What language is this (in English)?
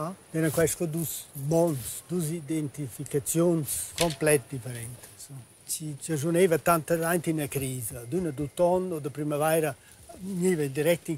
Romansh